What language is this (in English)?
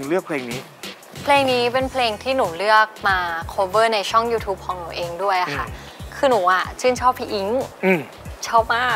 Thai